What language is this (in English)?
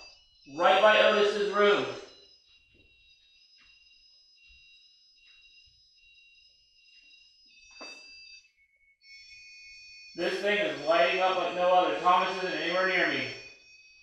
English